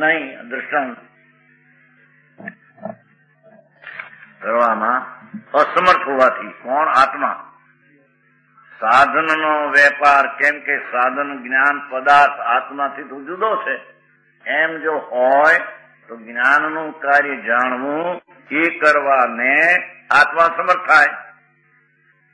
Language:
Gujarati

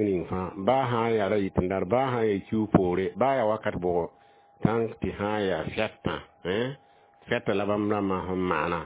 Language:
Mossi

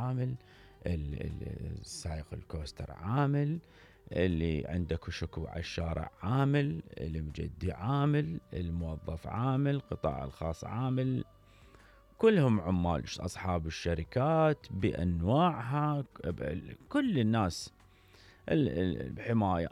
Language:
Mesopotamian Arabic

